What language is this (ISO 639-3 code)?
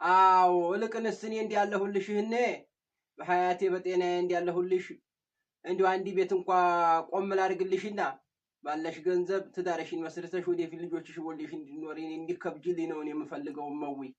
amh